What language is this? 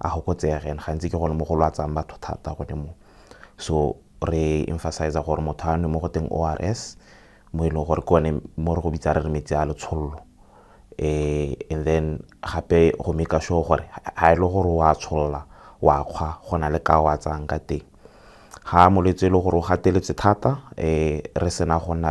Tswana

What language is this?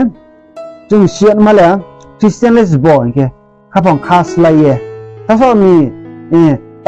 Riang (India)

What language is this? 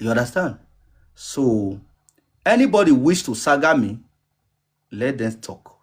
Nigerian Pidgin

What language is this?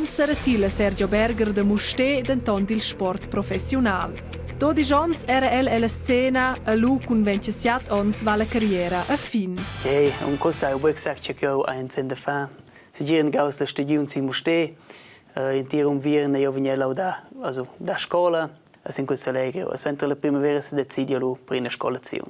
Romansh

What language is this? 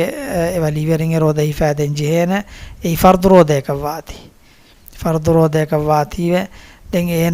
Divehi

